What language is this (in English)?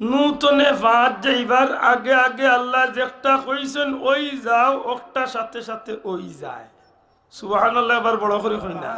Sylheti